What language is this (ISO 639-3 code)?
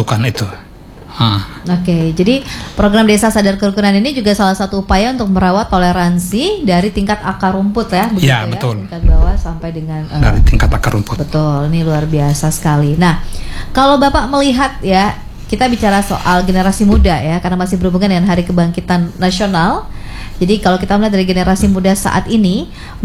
ind